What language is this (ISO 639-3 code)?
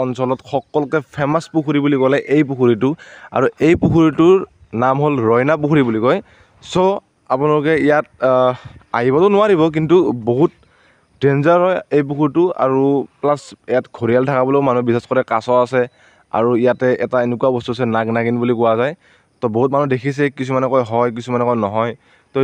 asm